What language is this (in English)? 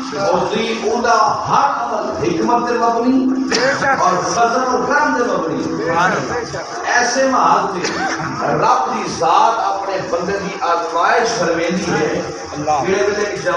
Saraiki